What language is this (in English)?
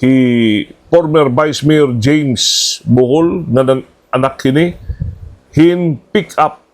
Waray